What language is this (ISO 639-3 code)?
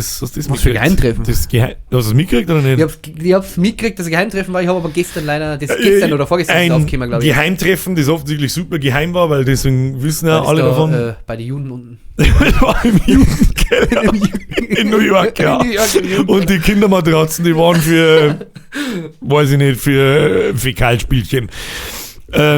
bar